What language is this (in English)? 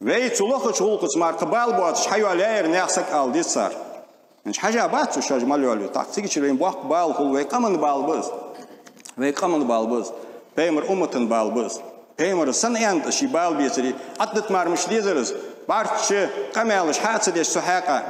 Ingush